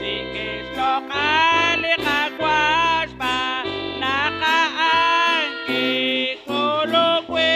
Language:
Kekchí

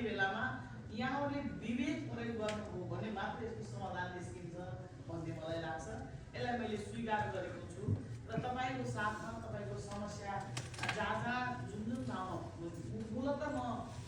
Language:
Nepali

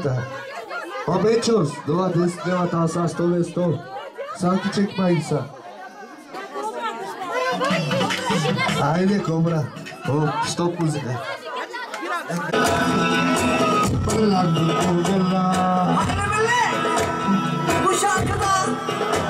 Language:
Bulgarian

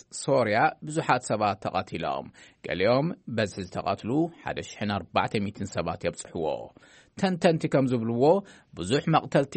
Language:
Tigrinya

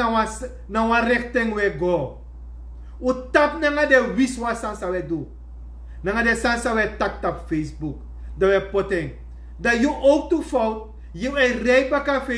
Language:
Sranan Tongo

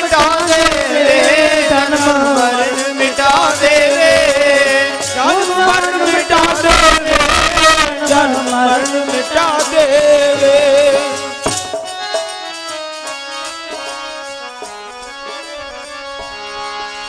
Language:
Punjabi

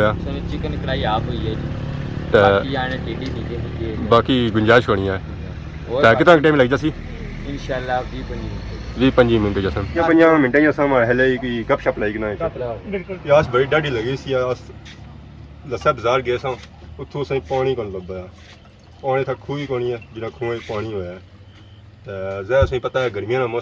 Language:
Pahari-Potwari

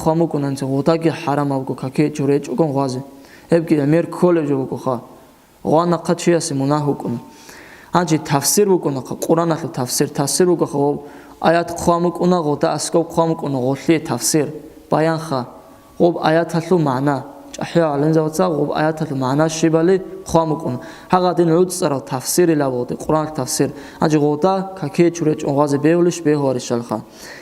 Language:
Avaric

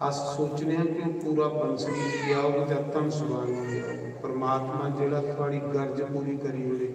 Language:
Dogri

